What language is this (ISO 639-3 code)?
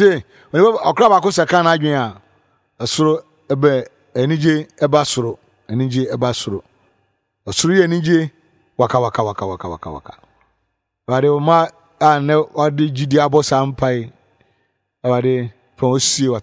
aka